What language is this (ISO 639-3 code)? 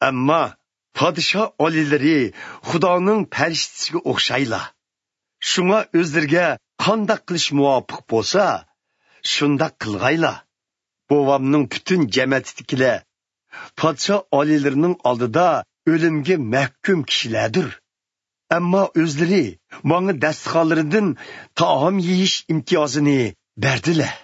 uig